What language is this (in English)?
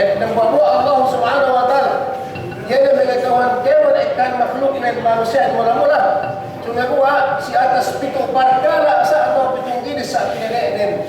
Yakan